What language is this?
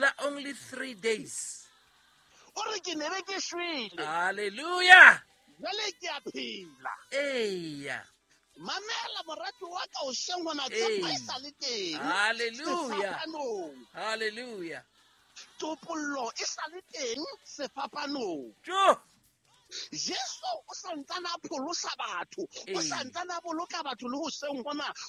Southern Sotho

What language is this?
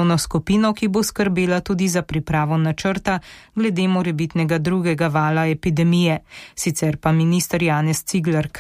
Slovenian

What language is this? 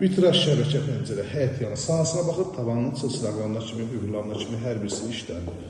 Azerbaijani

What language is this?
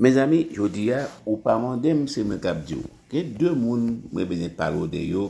Haitian Creole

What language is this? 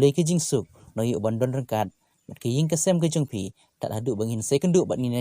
Khasi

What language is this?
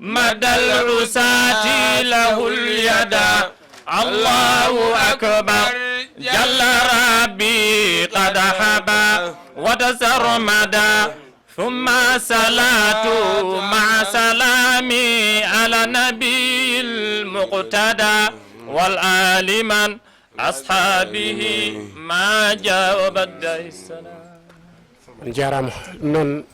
Fula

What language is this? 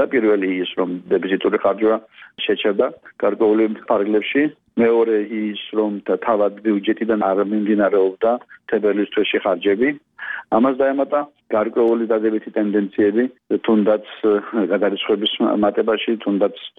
Georgian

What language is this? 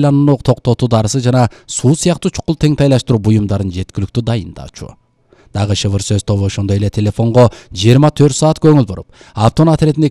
Kyrgyz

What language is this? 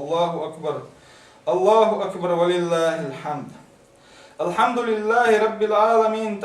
Chechen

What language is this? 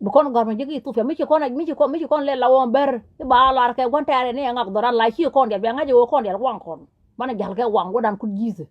Nuer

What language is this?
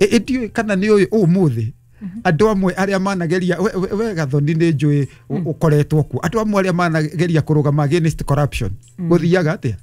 Kikuyu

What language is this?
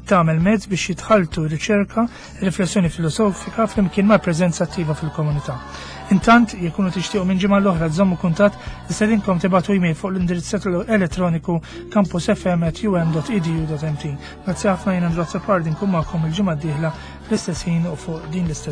Maltese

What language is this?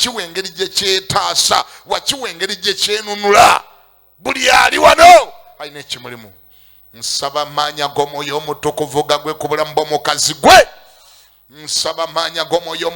Ganda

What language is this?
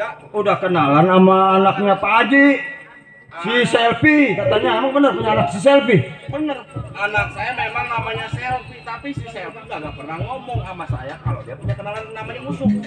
Betawi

